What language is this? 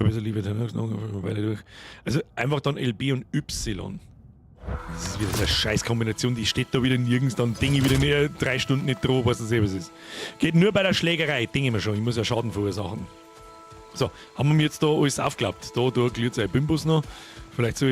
Bavarian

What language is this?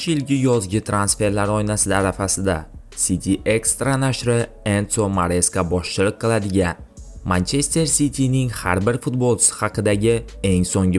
Uzbek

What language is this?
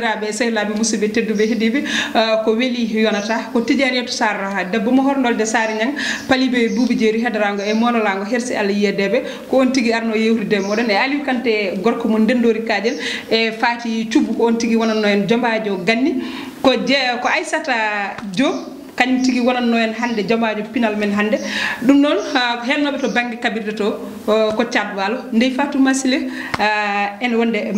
Fula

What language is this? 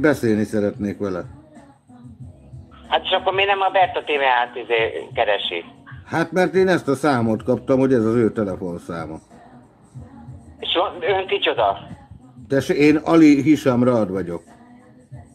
Hungarian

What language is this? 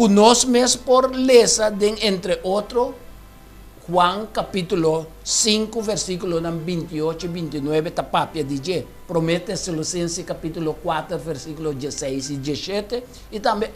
Papiamento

